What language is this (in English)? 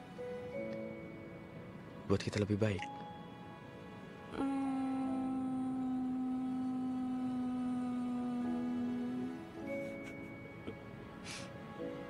Indonesian